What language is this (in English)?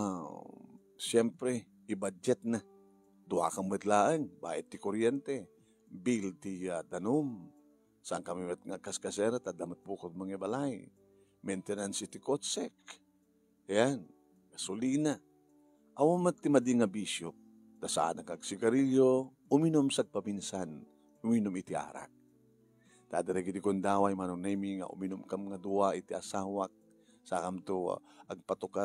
Iloko